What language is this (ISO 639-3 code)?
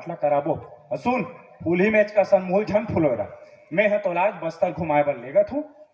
hne